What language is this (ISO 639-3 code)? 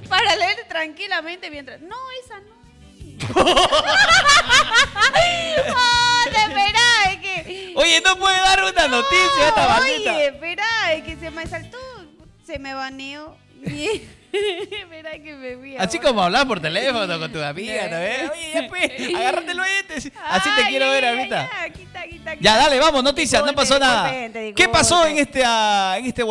spa